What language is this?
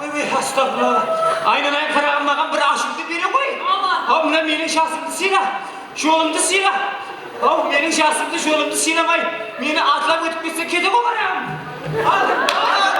Kara-Kalpak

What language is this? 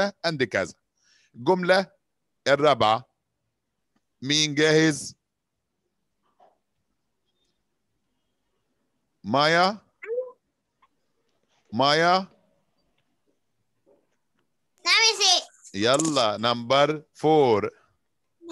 Egyptian Arabic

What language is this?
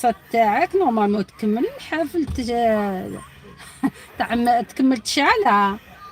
Algerian Arabic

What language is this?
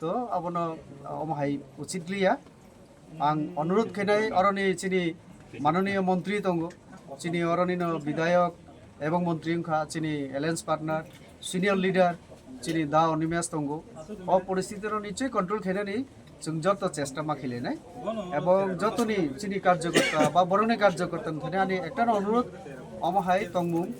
Kok Borok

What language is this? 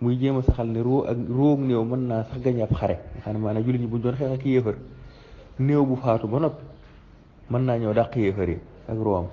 Wolof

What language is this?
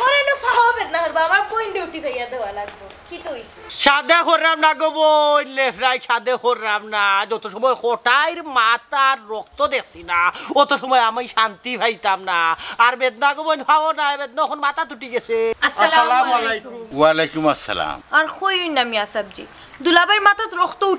Sylheti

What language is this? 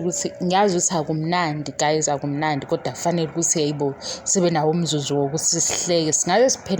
Zulu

